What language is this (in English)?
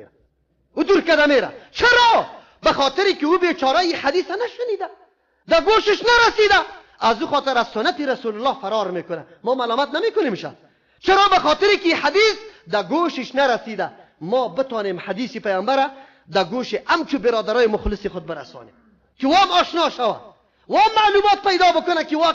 Persian